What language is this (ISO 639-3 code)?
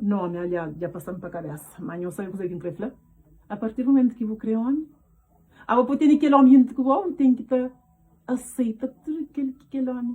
kea